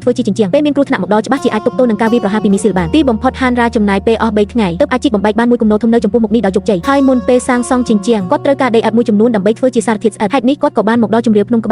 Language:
Khmer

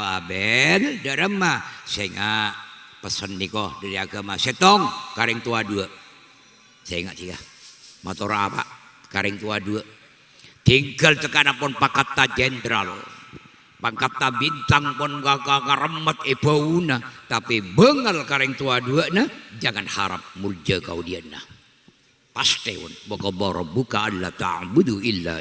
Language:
Madurese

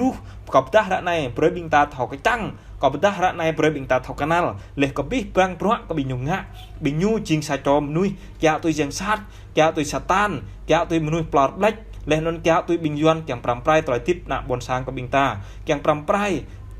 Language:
Jarai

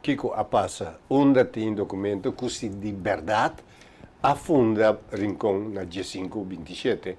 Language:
Papiamento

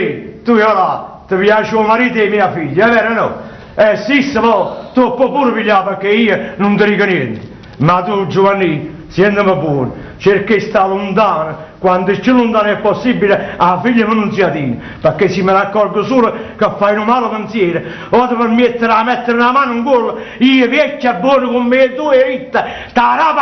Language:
Neapolitan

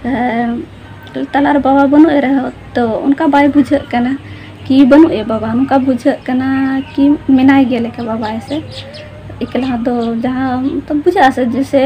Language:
Santali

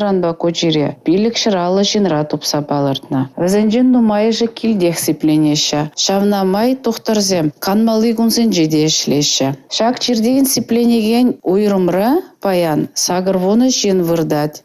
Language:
Chuvash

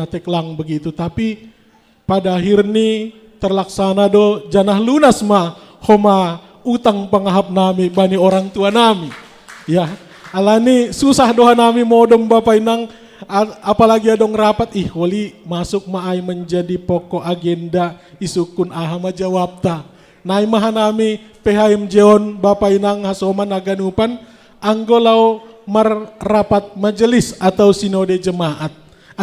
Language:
Batak Simalungun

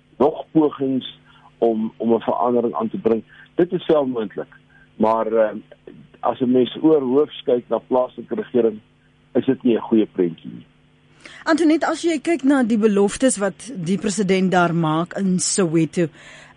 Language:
Afrikaans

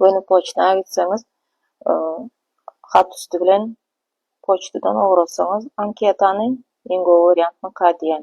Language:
Turkmen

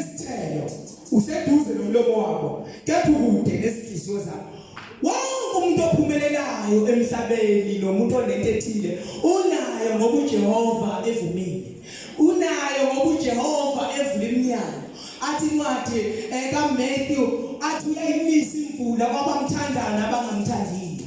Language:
Zulu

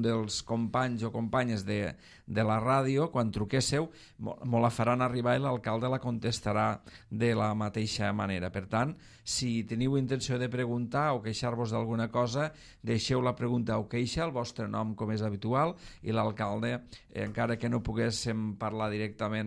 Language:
Catalan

